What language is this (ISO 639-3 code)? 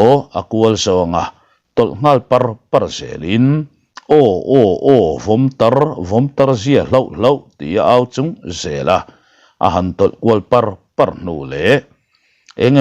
lus